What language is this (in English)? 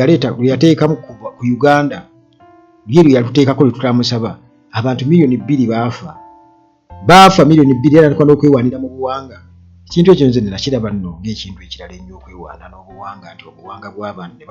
Ganda